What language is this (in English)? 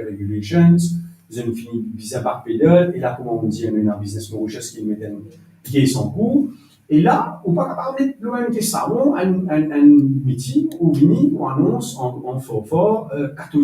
Morisyen